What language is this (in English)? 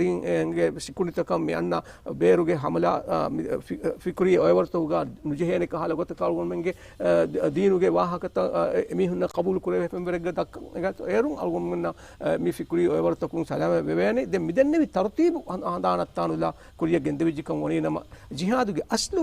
Divehi